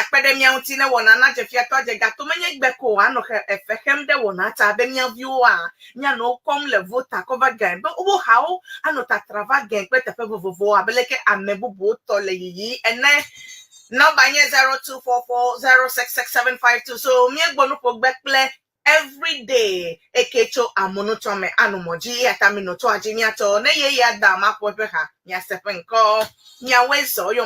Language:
Ewe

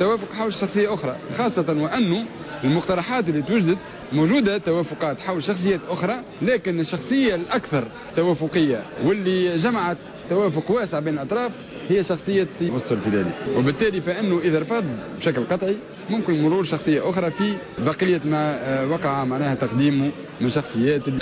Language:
Tunisian Arabic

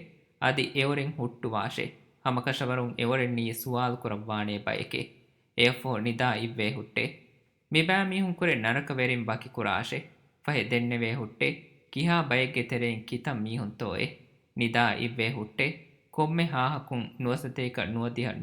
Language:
Divehi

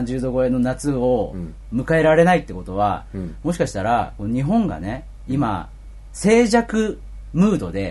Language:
Japanese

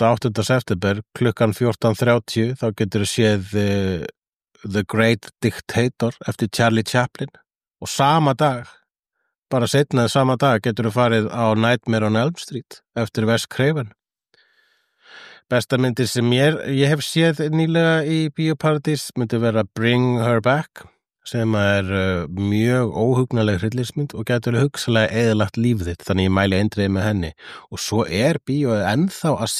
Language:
Icelandic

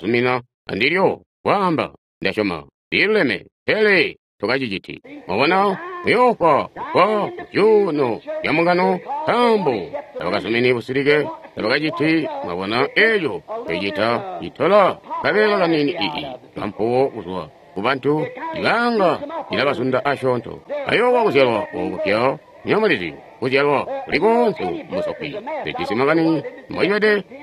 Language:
Tonga (Zambia)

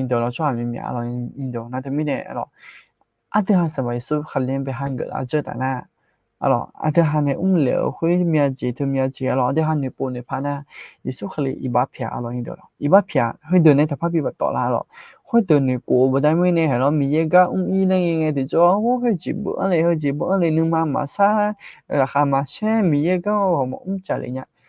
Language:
Akha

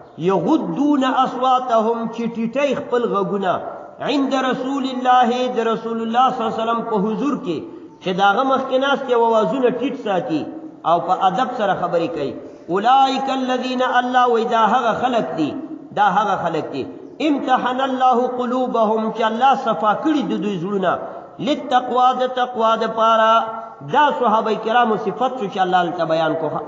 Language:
Pashto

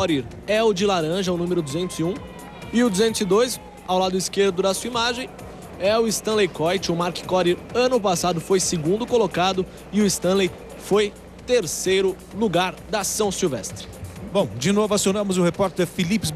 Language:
Portuguese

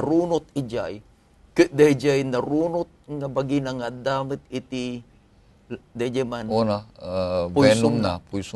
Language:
Iloko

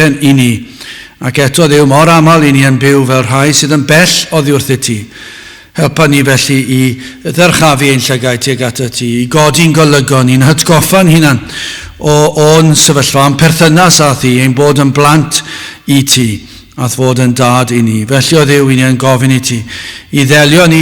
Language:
Welsh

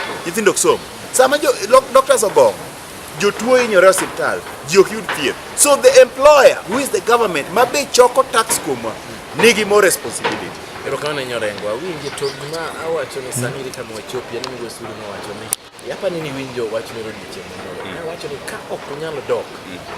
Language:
Luo (Kenya and Tanzania)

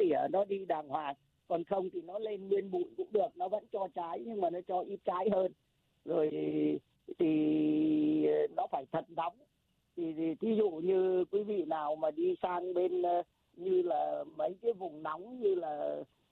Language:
Vietnamese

